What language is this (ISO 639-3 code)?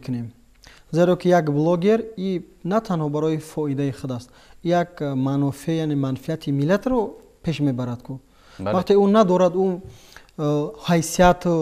tgk